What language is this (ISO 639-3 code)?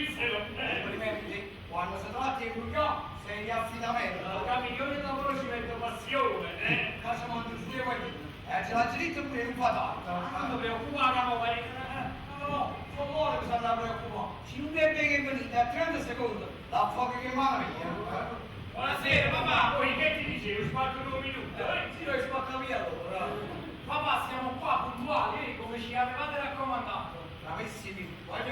nap